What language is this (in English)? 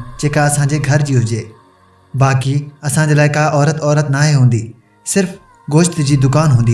Sindhi